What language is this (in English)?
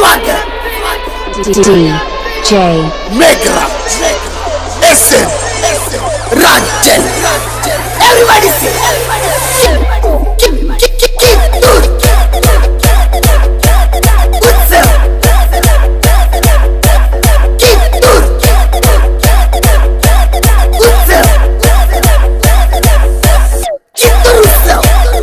Kannada